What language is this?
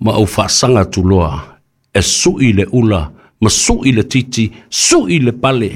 Samoan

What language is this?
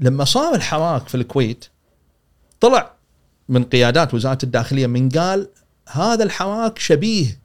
Gulf Arabic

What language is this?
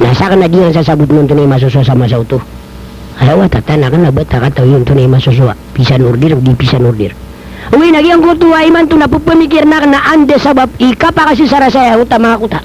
Maranao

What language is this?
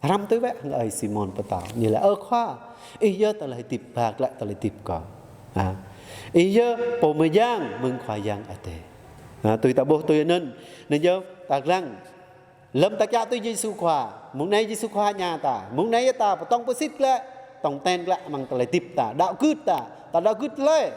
Jarai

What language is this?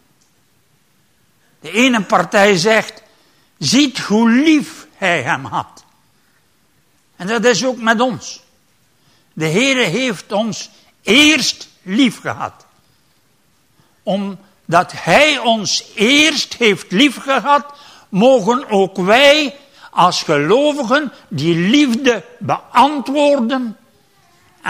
Dutch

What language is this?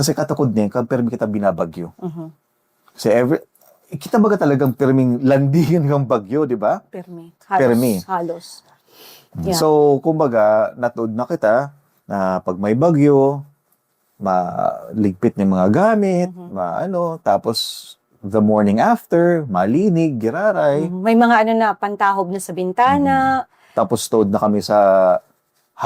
Bikol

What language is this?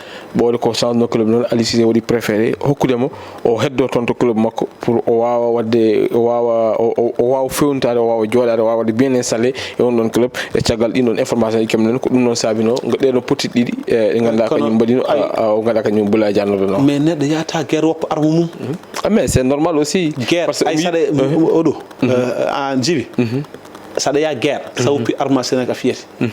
Fula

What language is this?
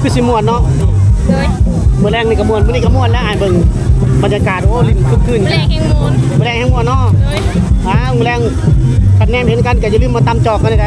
Lao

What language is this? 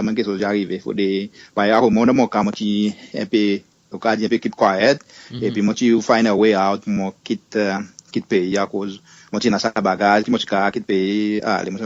Seselwa Creole French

